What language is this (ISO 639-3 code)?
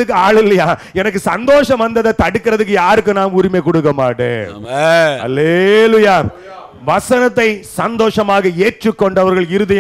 tam